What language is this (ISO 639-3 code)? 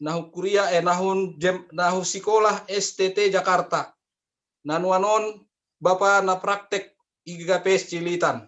bts